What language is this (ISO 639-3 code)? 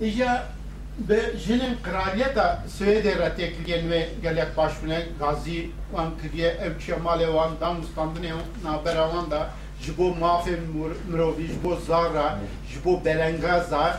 kur